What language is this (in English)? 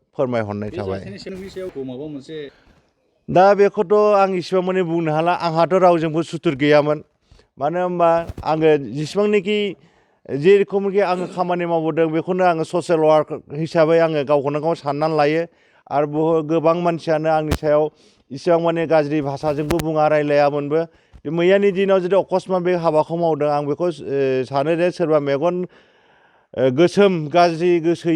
Bodo